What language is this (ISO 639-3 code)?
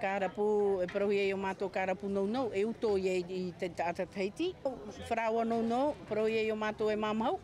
tah